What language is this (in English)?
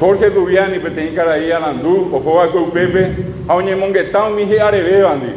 Guarani